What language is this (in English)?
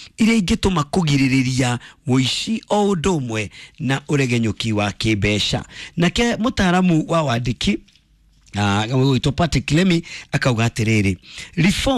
Kikuyu